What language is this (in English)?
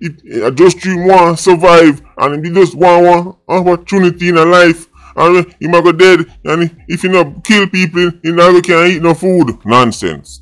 Jamaican Creole English